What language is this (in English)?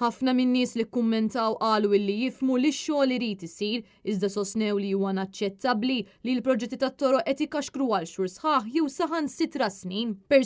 Maltese